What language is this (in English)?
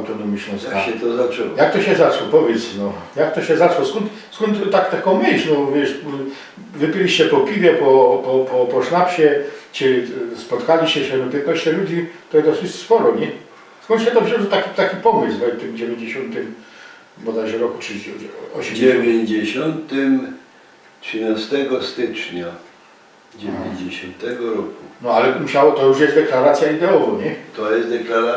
Silesian